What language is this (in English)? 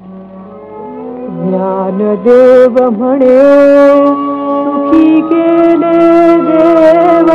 Marathi